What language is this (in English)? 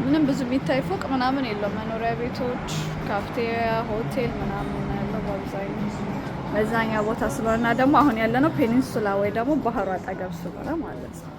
Amharic